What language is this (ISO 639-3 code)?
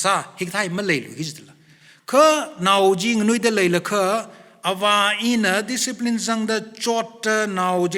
nmf